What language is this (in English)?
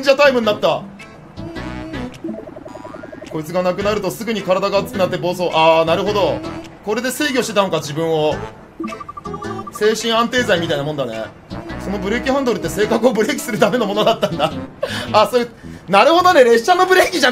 Japanese